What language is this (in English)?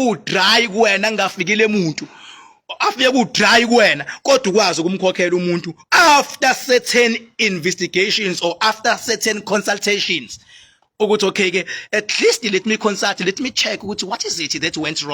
Zulu